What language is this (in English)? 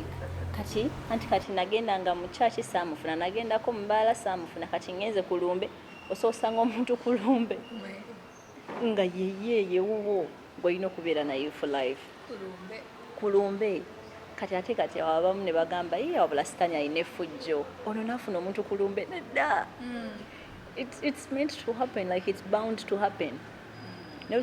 Ganda